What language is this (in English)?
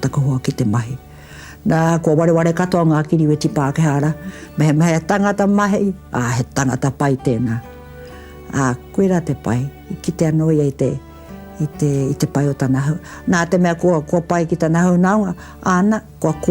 Māori